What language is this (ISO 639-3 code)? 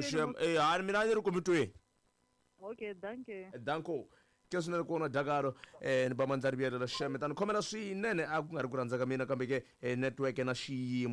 tso